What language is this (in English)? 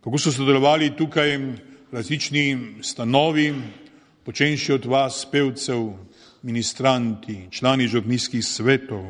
Slovenian